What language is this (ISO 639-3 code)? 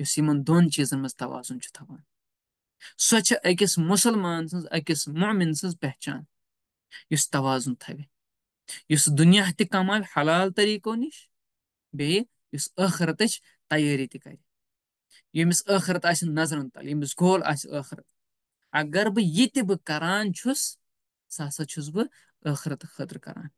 kas